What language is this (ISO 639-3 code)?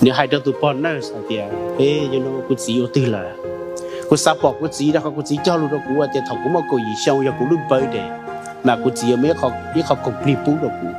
hmn